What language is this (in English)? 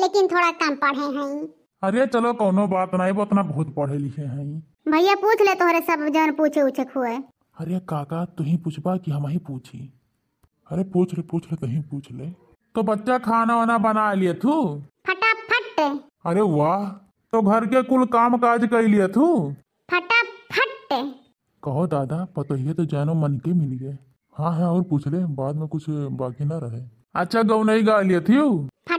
Awadhi